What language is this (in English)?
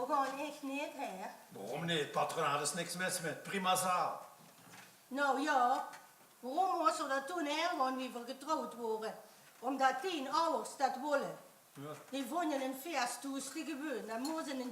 Limburgish